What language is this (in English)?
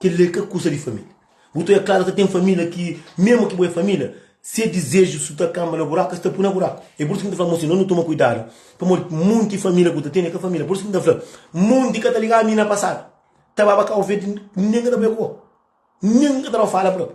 Kabuverdianu